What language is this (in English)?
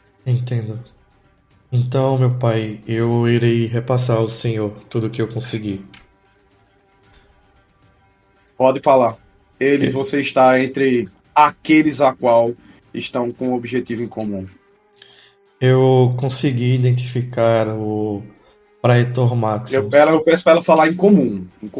Portuguese